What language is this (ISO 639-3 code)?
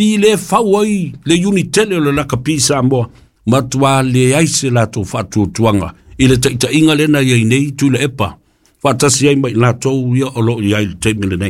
smo